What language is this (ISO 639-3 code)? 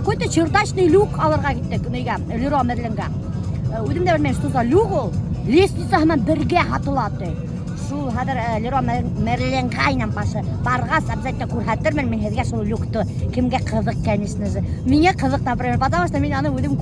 bak